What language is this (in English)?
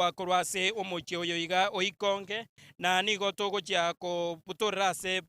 Gusii